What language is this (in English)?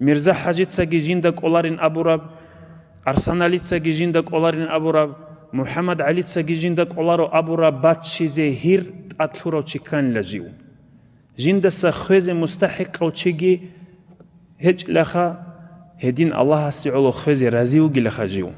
Avaric